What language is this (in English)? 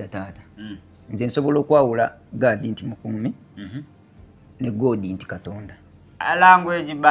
Ganda